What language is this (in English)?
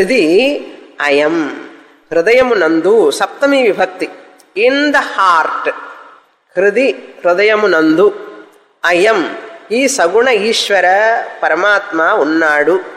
Telugu